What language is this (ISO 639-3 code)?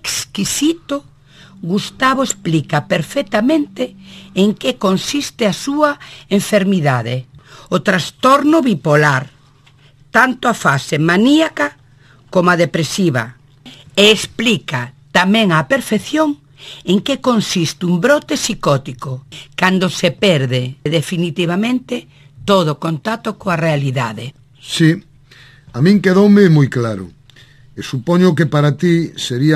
glg